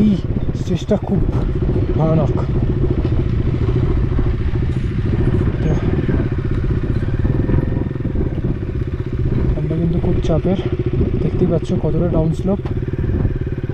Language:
Bangla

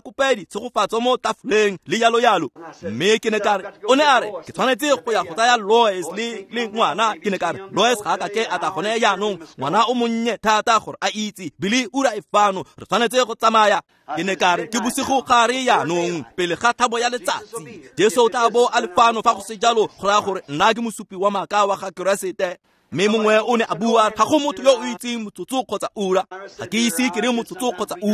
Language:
Tswana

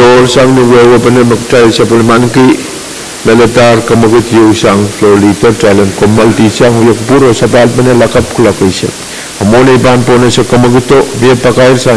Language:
Pohnpeian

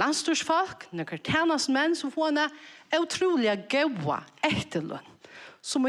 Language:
Faroese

